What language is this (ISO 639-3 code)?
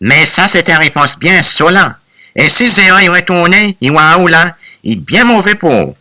crs